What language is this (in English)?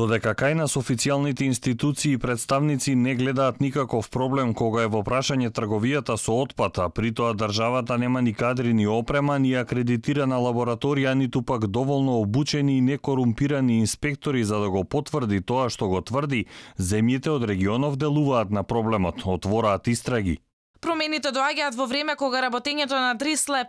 Macedonian